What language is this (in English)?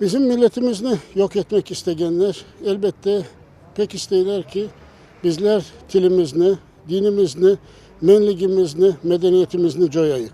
Crimean Tatar